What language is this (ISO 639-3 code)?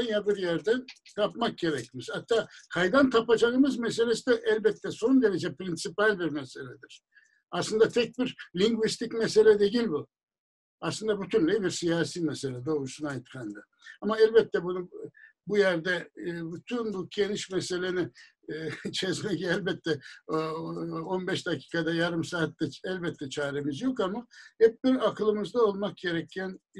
crh